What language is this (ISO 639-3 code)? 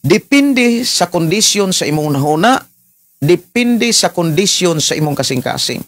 ceb